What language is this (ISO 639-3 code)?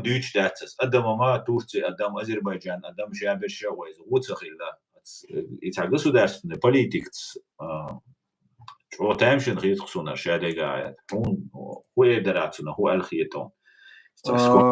che